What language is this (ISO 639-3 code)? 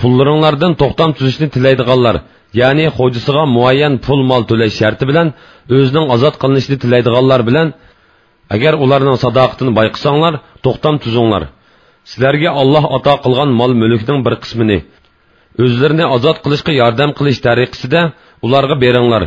uig